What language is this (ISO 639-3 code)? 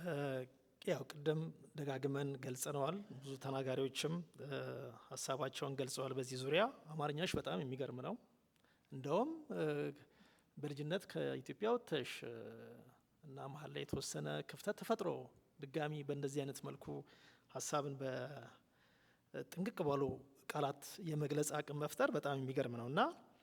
amh